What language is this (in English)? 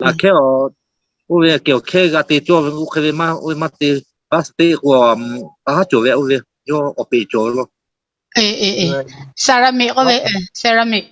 Lahu